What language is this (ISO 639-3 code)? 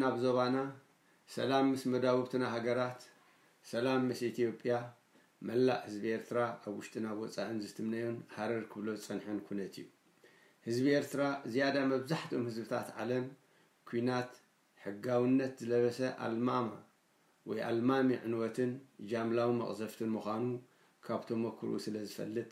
tir